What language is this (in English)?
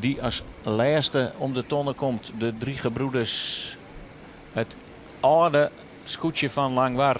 Western Frisian